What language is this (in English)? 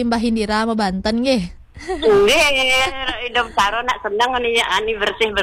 Balinese